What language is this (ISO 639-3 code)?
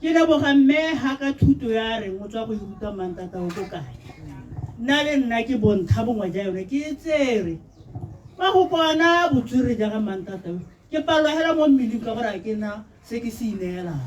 tsn